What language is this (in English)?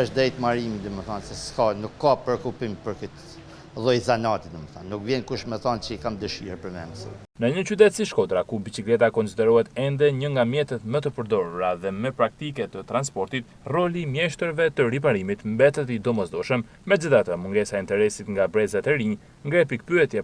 Albanian